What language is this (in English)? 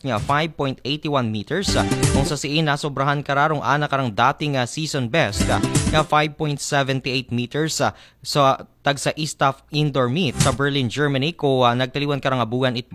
Aklanon